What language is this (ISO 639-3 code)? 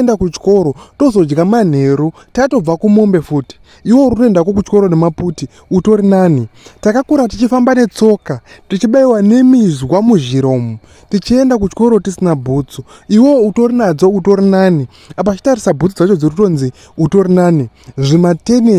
sna